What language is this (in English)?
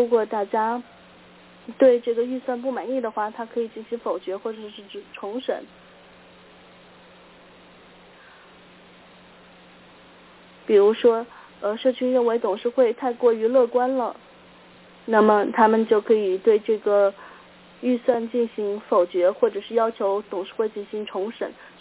Chinese